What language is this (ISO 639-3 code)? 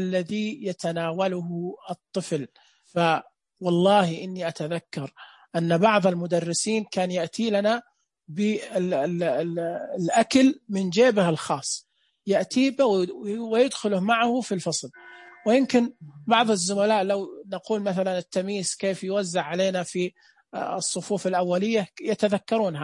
ars